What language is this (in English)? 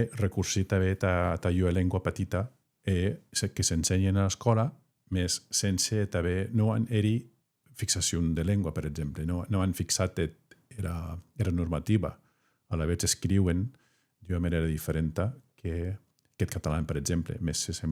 Occitan